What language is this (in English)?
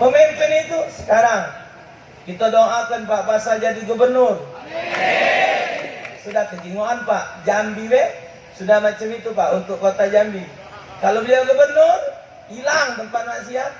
Musi